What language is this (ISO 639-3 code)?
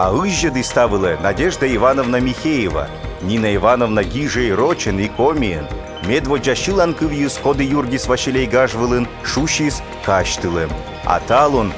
kom